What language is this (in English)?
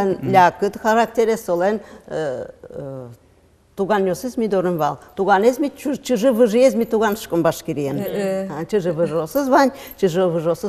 Udmurt